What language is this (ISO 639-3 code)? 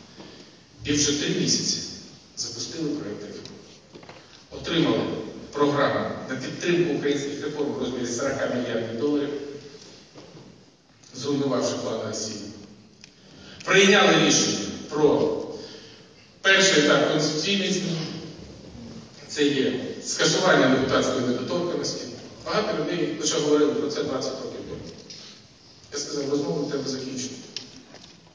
ukr